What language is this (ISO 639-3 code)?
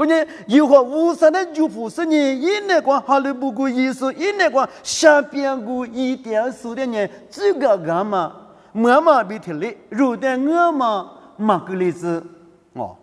lis